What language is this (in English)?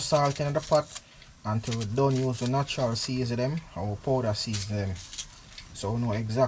Jamaican Creole English